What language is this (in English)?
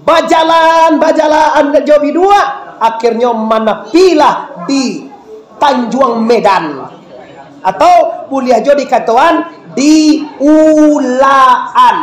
Minangkabau